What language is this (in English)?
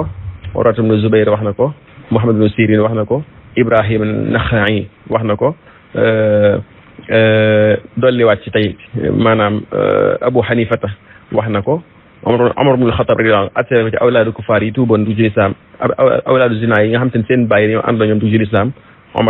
Wolof